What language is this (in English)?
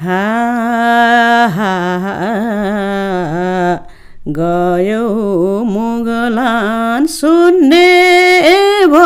Nepali